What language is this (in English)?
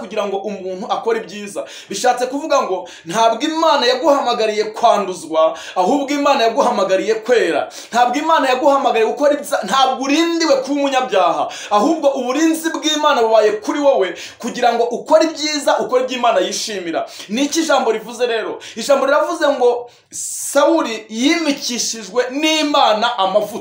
Kinyarwanda